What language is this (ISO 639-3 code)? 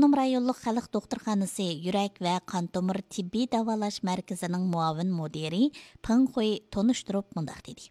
uig